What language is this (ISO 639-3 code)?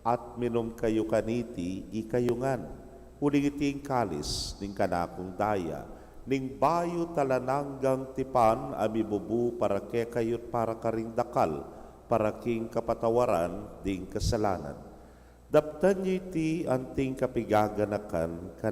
pam